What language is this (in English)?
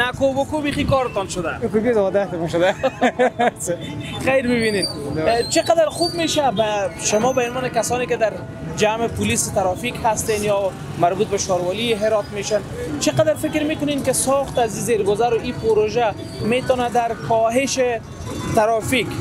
Persian